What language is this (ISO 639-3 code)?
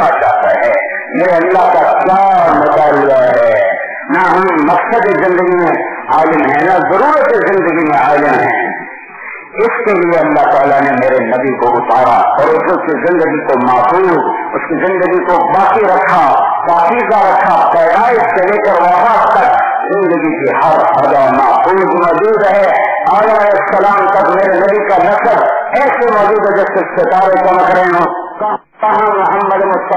urd